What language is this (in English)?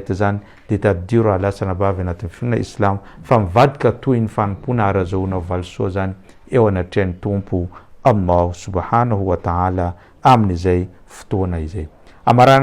Malagasy